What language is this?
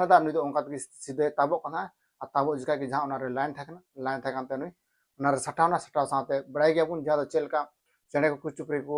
Santali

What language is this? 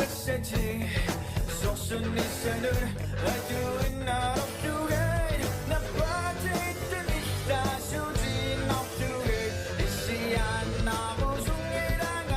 Kalaallisut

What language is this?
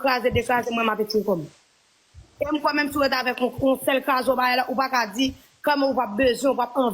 Haitian Creole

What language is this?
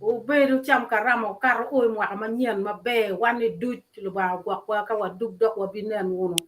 Acoli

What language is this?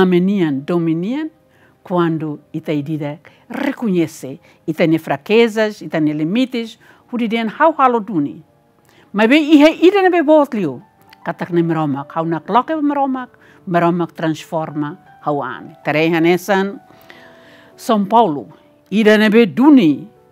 Tetum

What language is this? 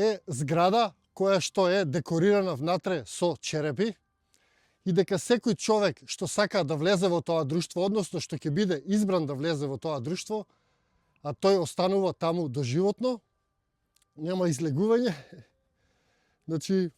Macedonian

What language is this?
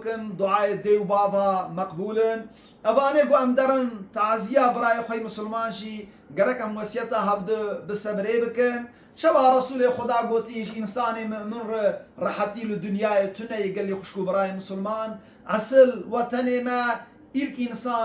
Kurdish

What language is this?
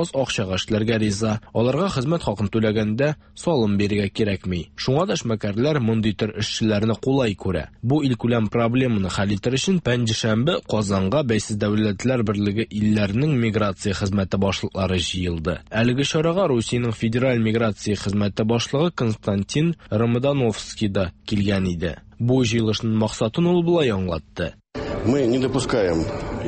Tatar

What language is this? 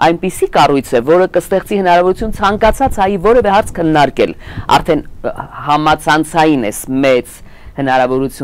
Armenian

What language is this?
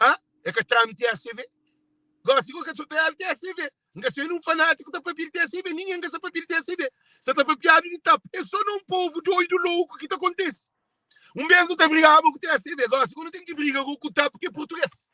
Kabuverdianu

